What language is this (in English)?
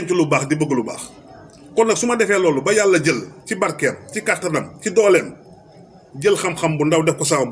Wolof